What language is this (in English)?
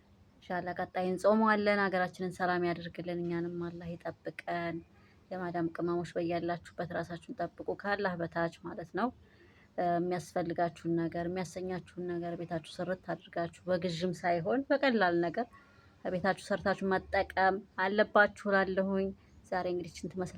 Amharic